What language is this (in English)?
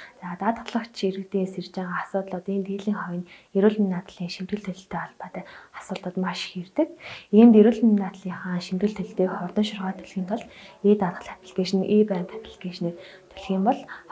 Mongolian